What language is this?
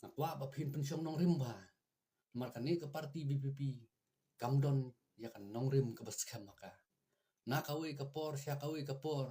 Khasi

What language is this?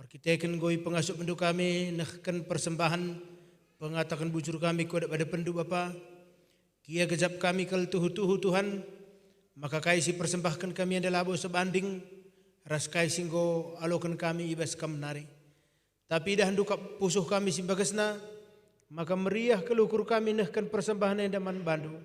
Batak Karo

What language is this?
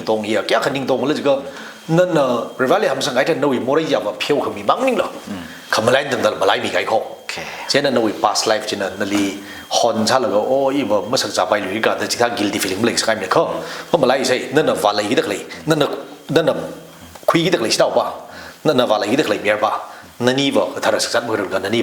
Tangkhul Naga (India)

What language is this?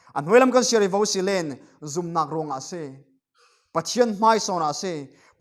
Falam Chin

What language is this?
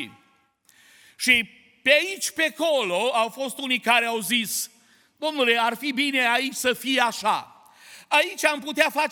Romanian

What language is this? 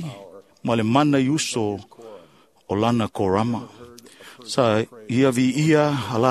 Samoan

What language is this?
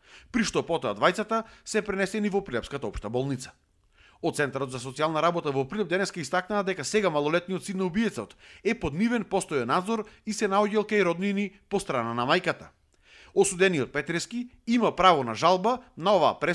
Macedonian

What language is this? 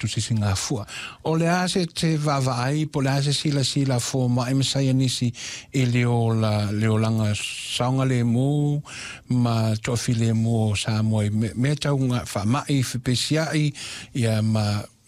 Samoan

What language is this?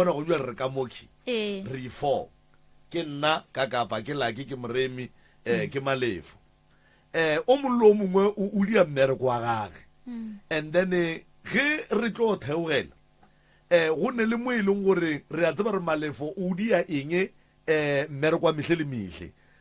Northern Sotho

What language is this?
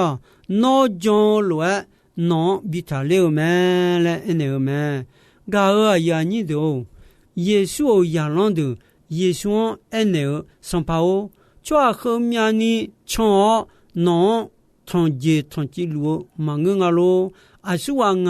Akha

